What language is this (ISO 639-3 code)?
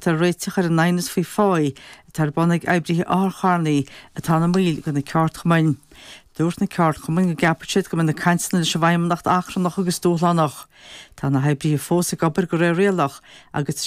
gle